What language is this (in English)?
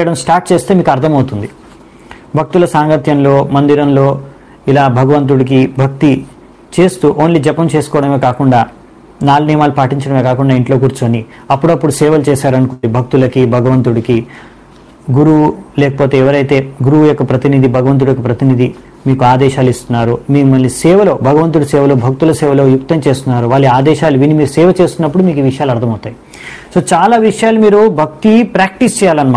Telugu